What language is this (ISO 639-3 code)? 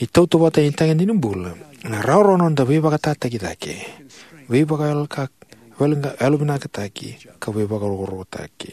fij